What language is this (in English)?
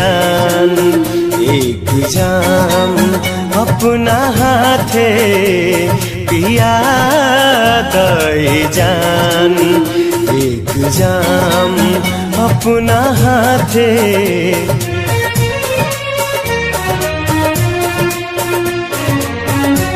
Bhojpuri